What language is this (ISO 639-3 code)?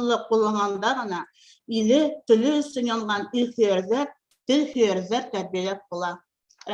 bak